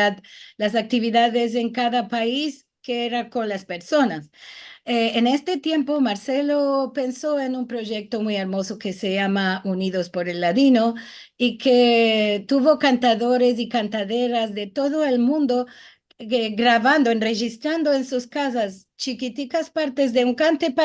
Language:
Ladino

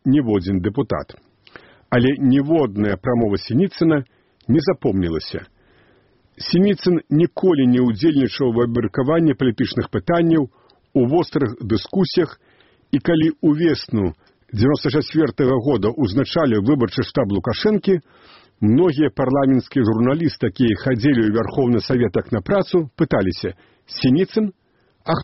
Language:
Belarusian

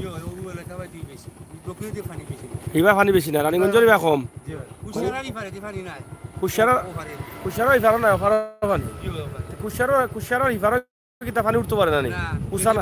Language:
Sylheti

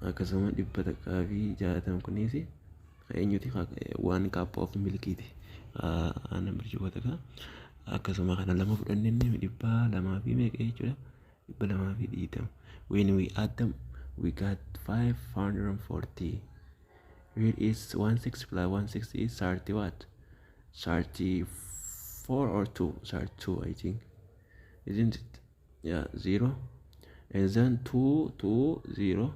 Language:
Oromo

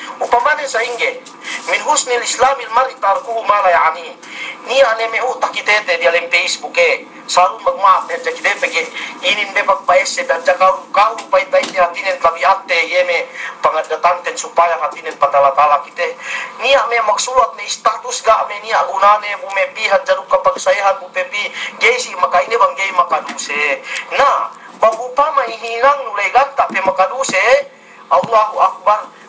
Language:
Yakan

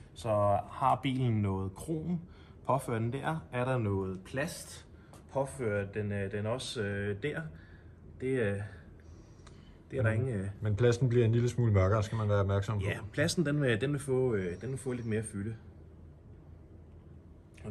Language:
Danish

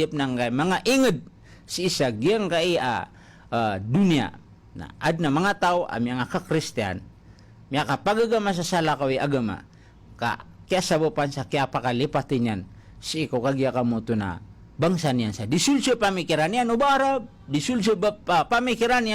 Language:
Maranao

